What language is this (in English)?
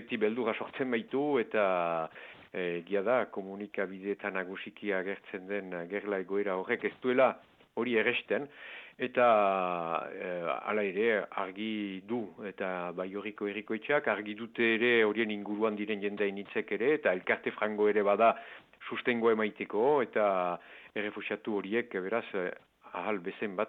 Basque